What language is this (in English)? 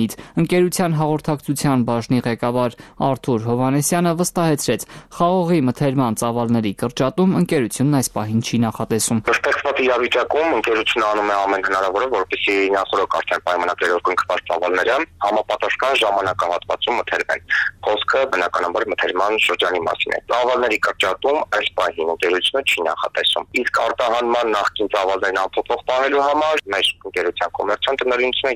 Armenian